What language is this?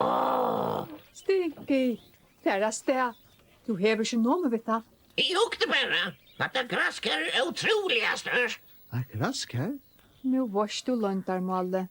Faroese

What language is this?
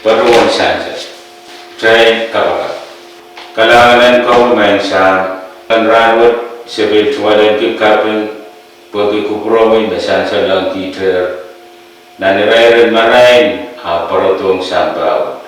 Pohnpeian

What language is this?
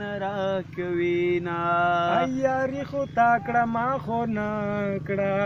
Pashto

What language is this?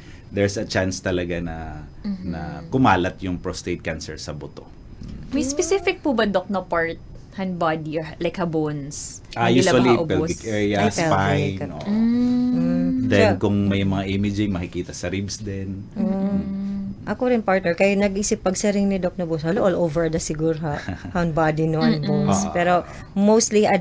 Filipino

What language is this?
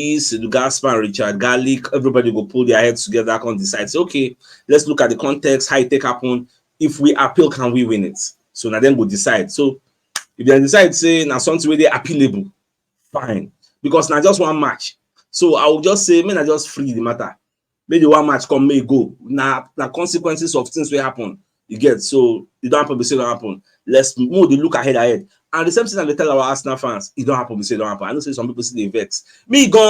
Nigerian Pidgin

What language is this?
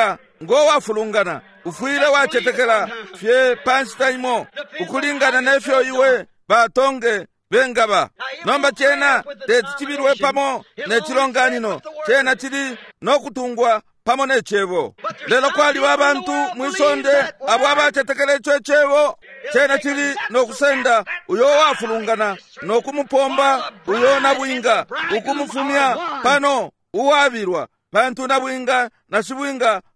Bemba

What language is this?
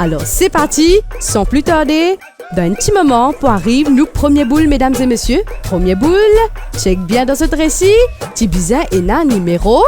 Morisyen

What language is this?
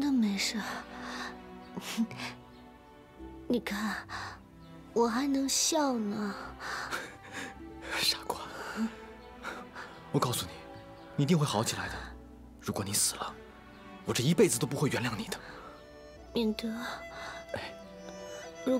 Chinese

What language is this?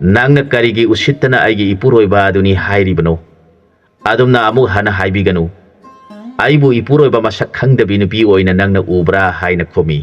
Manipuri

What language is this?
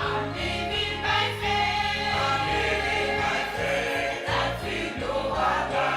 Ewe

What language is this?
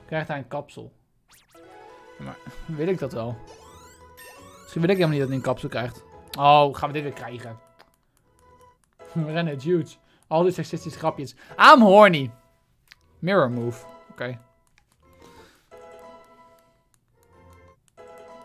Dutch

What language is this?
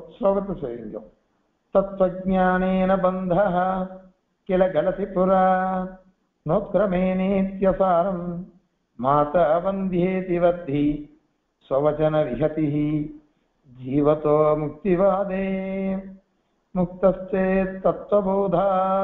Tamil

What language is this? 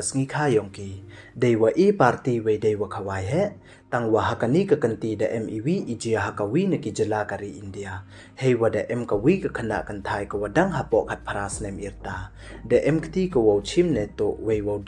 Pnar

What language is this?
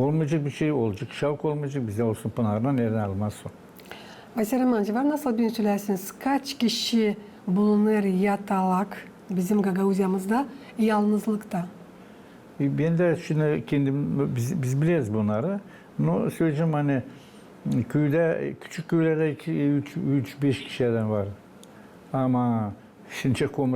Gagauz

